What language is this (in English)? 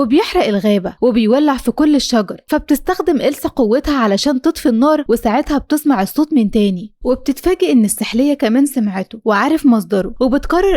Egyptian Arabic